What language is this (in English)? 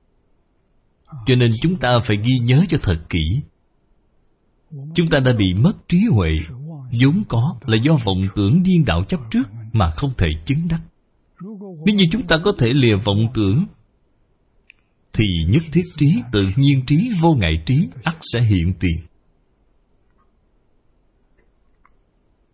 Vietnamese